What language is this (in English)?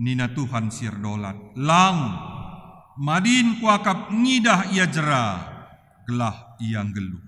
Batak Karo